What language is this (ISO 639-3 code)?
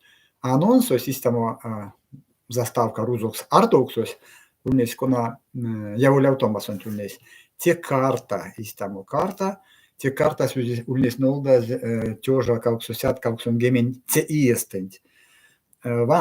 myv